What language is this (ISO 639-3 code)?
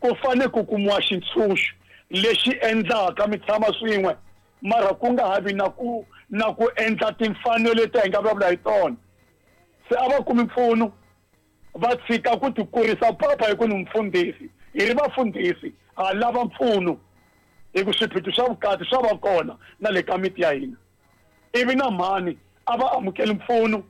tso